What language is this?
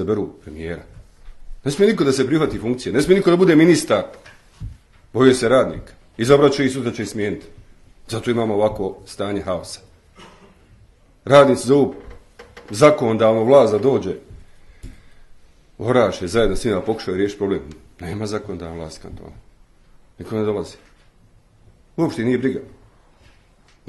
Bosnian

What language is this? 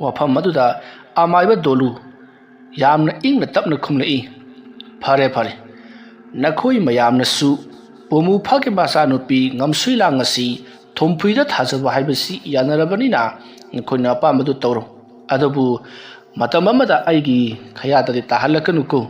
Manipuri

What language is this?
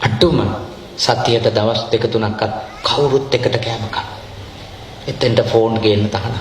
Sinhala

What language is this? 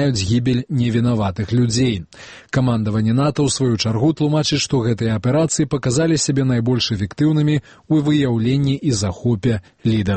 Belarusian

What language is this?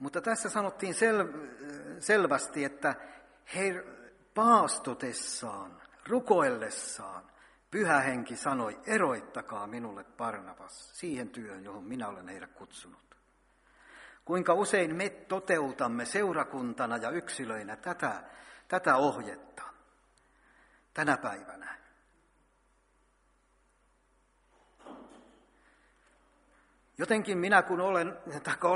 Finnish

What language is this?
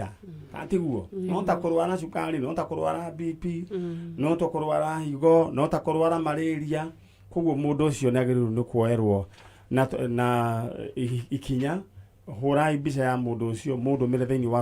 Kikuyu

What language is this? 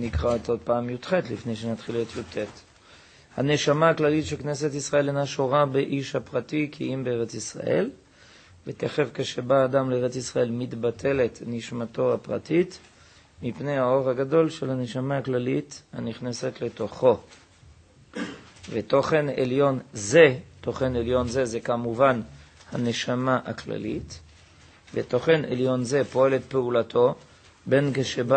Hebrew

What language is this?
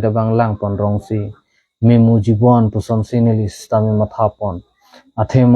Karbi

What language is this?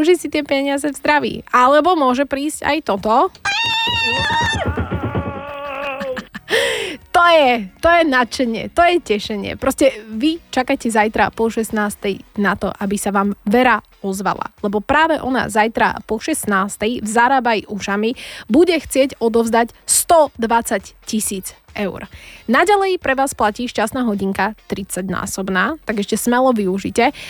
Slovak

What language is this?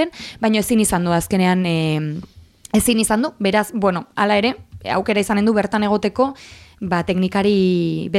Basque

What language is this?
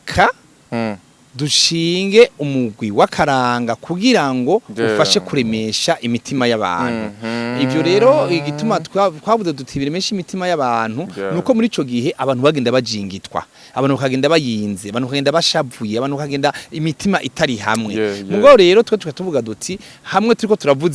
Rundi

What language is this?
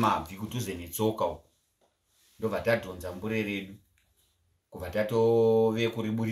Shona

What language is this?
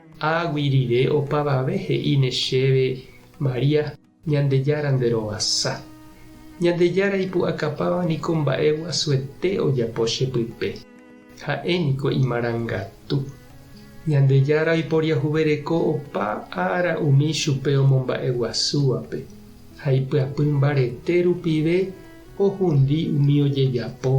Guarani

